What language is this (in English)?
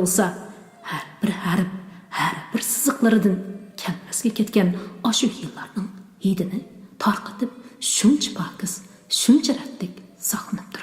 Uyghur